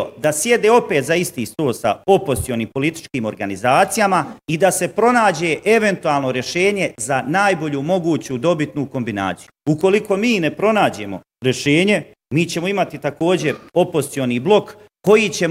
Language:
Bosnian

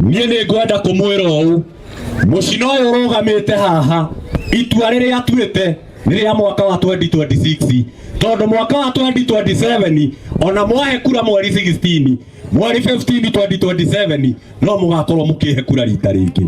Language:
Kikuyu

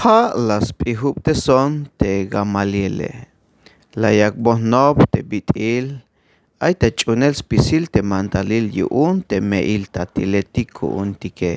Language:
Tzeltal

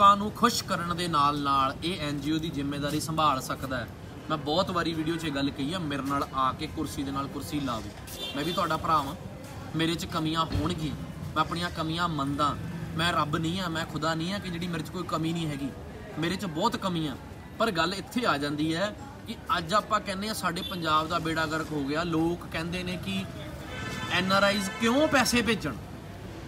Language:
Punjabi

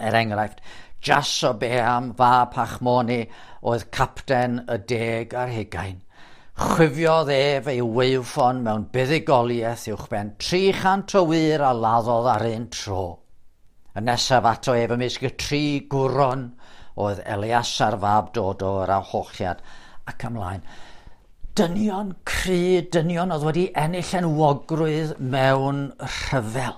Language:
Welsh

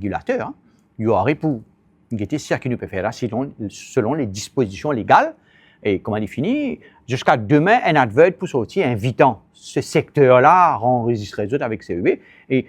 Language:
Morisyen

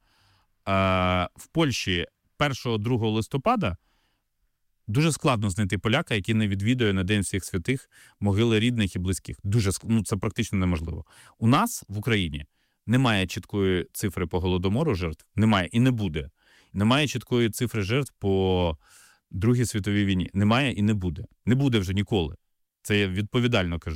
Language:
Ukrainian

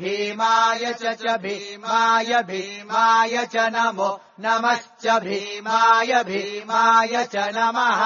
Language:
Sanskrit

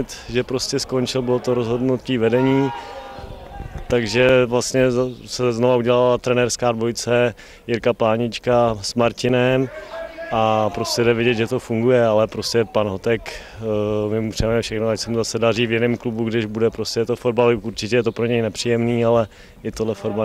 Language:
Czech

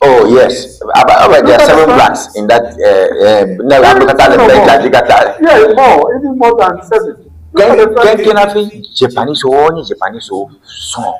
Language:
Ewe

